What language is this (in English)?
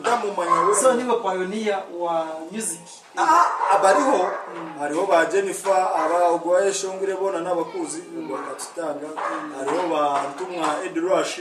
Nyankole